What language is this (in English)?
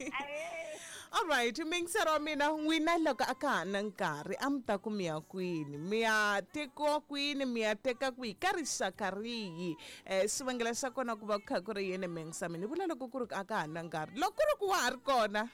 Tsonga